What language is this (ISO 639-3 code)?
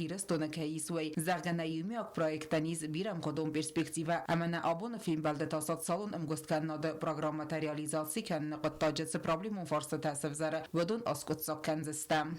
oss